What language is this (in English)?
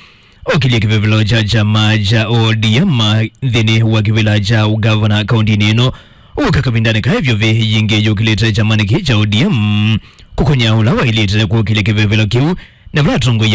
Kamba